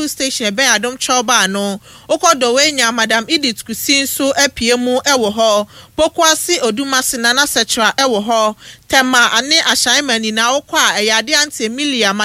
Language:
Akan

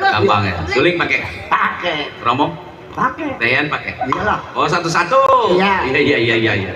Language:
Betawi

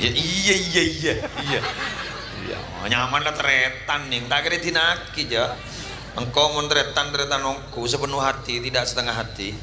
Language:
Madurese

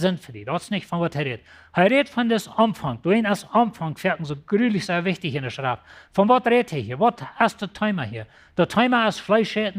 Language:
Plautdietsch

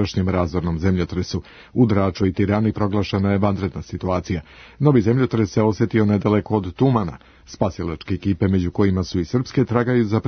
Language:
Serbian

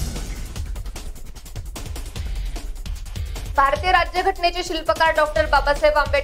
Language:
Marathi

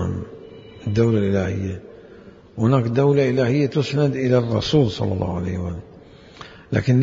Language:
Mesopotamian Arabic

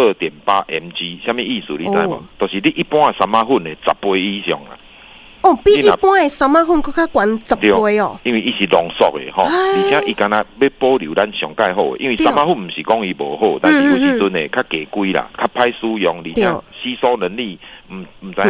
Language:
Min Nan Chinese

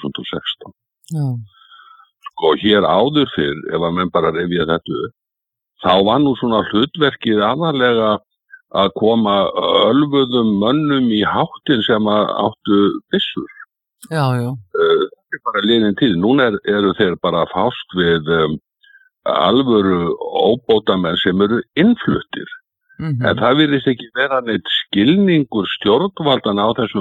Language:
Icelandic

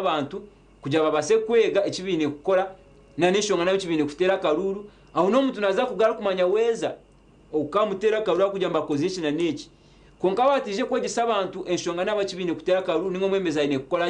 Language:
Nyankole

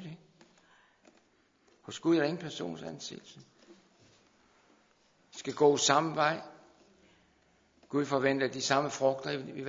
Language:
Danish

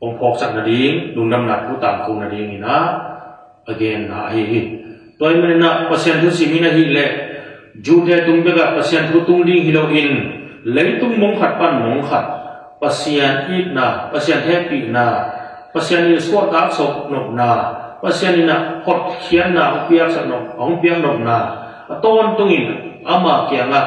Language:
Tedim Chin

